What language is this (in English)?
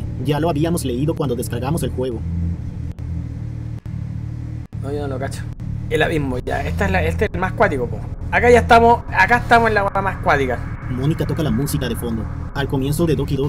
Spanish